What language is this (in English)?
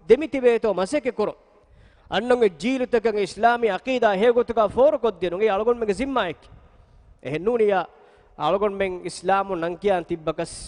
Divehi